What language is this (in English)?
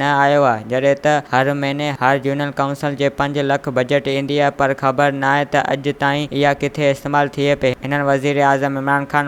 Sindhi